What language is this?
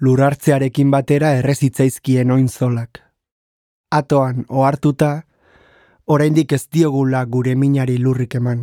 Basque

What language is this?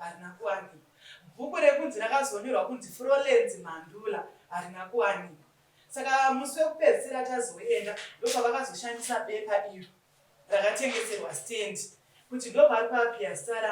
Shona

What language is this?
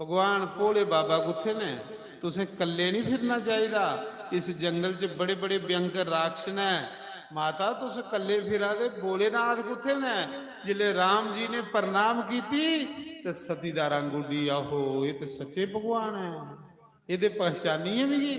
Dogri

